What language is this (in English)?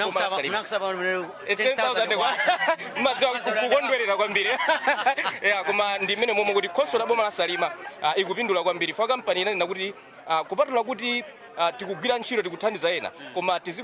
Nyanja